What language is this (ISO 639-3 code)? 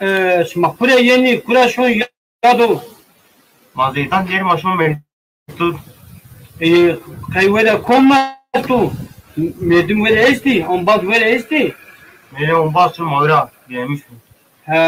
zza